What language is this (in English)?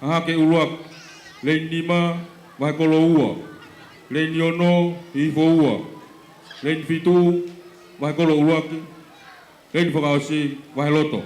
Tongan